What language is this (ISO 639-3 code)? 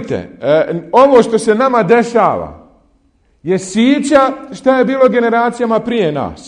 bos